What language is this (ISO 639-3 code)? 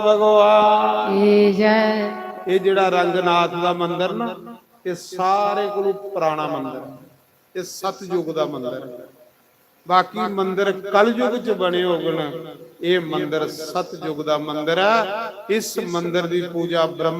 doi